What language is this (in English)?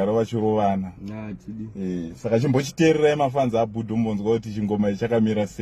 Shona